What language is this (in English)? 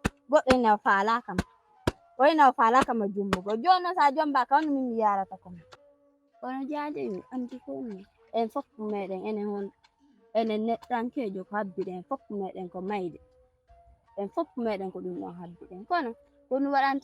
Fula